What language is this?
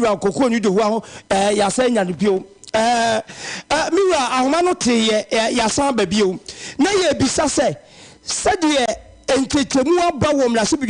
Akan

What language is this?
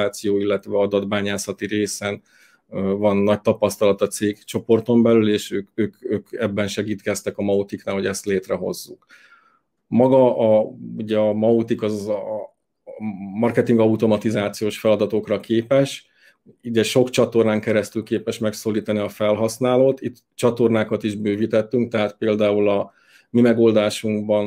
Hungarian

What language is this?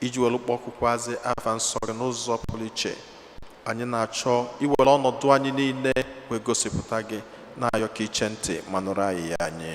Igbo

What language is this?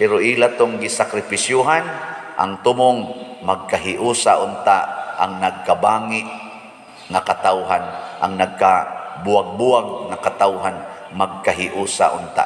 Cebuano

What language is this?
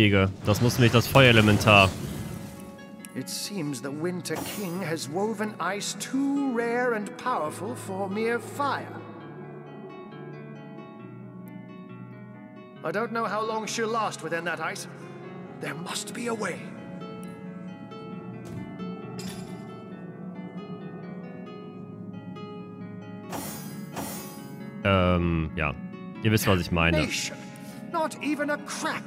German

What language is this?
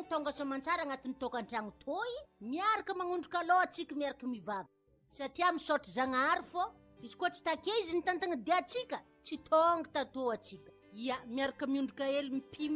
Malagasy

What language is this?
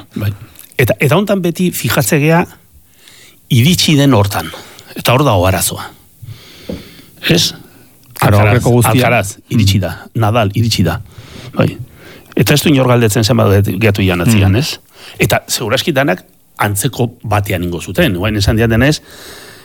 Basque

